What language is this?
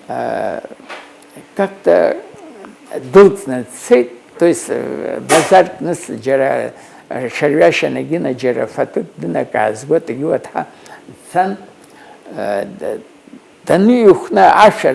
Abkhazian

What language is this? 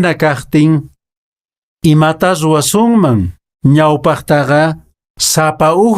Quechua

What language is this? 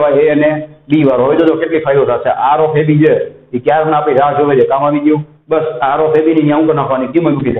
Gujarati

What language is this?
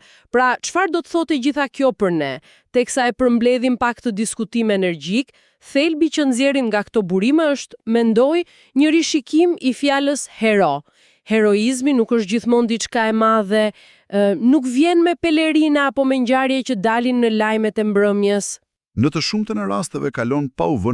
Albanian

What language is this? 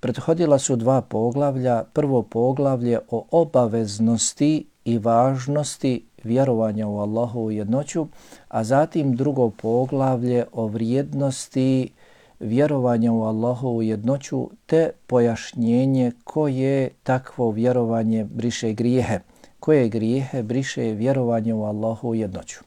Bosnian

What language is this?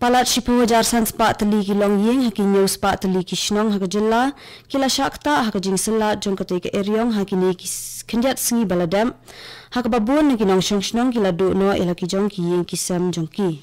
Khasi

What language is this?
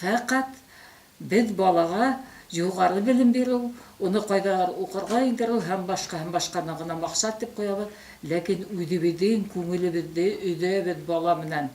Bashkir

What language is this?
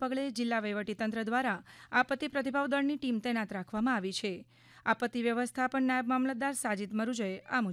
Gujarati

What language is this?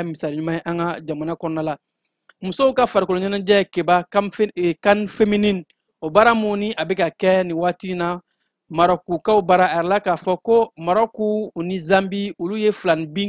Bambara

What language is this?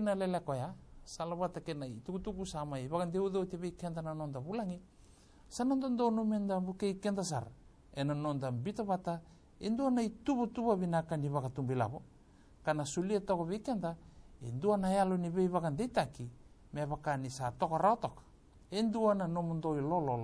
Fijian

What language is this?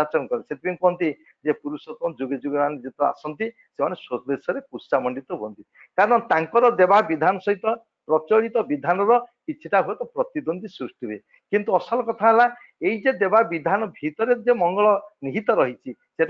Odia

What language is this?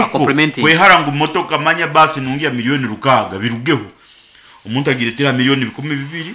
Nyankole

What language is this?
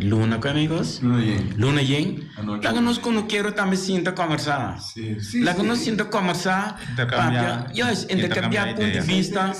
Papiamento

